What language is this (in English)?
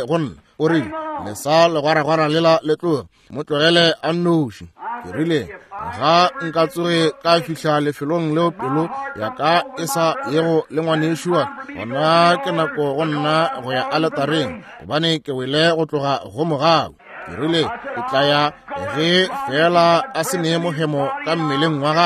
Northern Sotho